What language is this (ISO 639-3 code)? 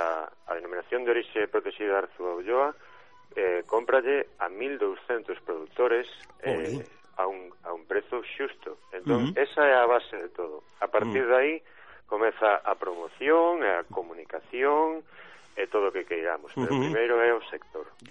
glg